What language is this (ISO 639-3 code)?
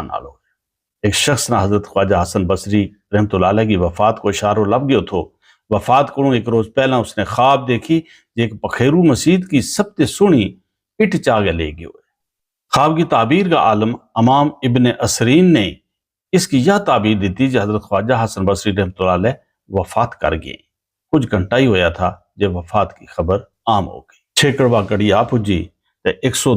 gju